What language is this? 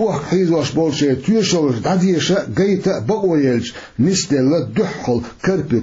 Chechen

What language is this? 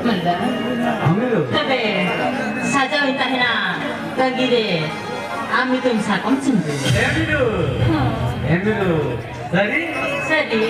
Santali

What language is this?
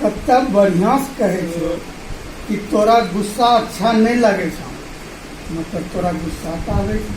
Angika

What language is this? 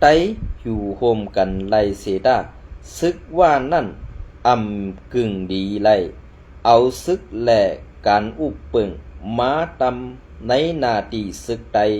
Shan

